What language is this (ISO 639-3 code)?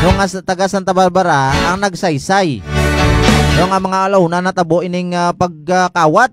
hil